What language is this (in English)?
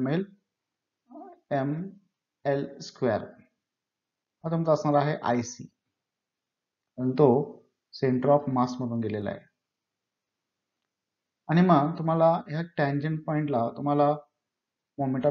Marathi